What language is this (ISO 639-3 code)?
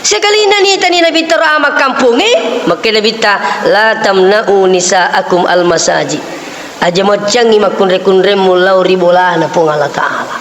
bug